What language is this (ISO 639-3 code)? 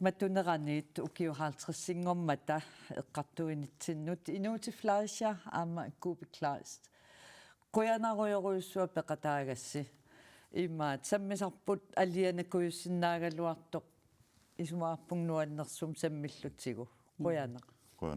kal